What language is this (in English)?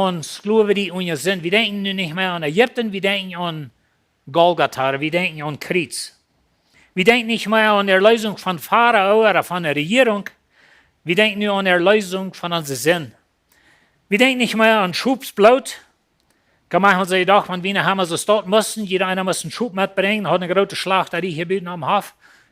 Plautdietsch